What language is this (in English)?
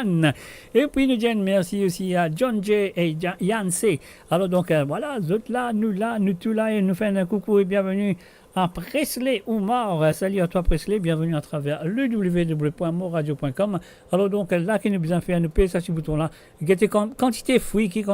Morisyen